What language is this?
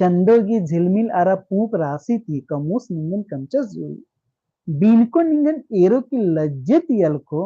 Kurukh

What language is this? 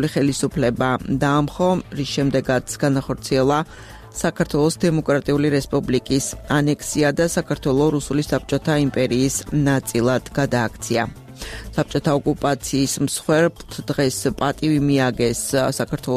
Georgian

